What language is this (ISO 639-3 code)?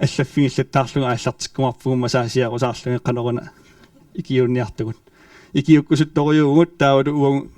kal